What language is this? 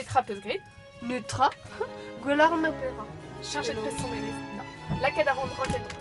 Breton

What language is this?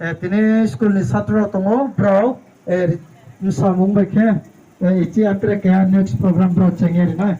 Riang (India)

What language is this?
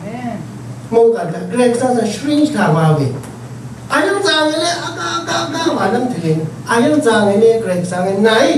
Rawang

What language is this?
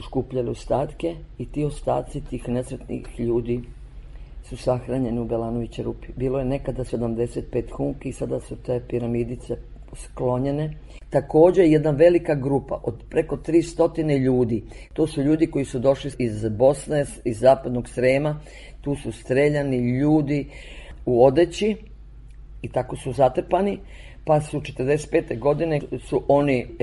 Serbian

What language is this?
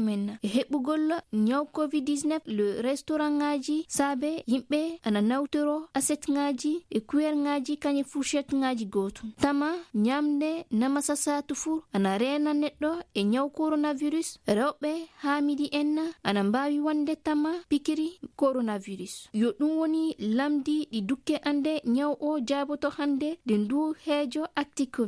Fula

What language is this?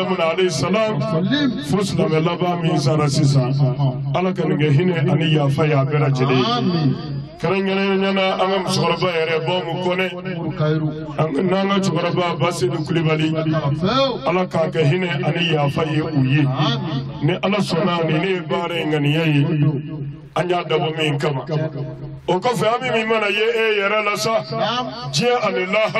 Bambara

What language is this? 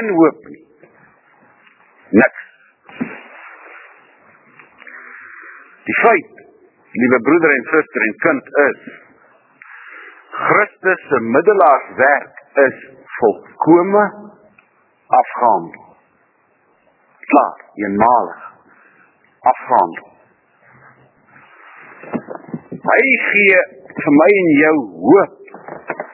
Afrikaans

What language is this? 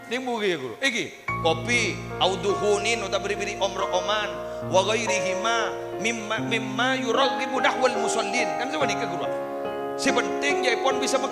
Madurese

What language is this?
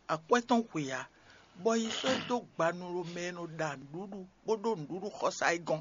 Fon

